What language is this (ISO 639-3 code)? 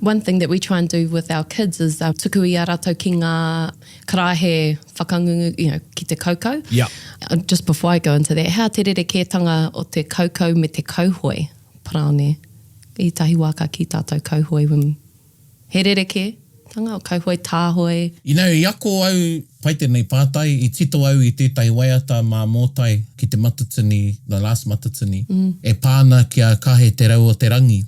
mri